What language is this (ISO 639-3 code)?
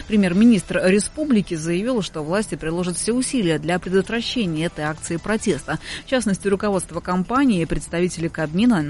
rus